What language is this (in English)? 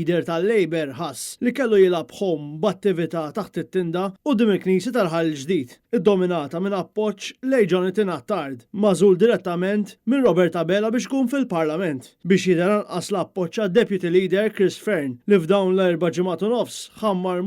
Maltese